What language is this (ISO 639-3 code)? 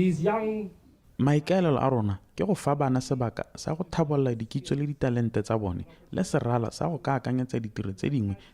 tsn